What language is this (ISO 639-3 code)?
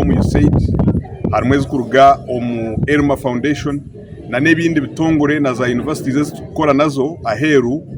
nyn